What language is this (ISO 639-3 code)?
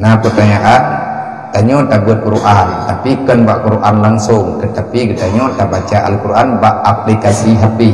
ace